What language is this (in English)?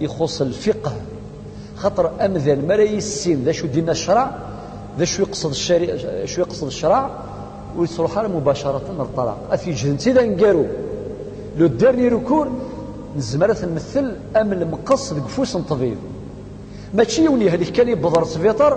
Kabyle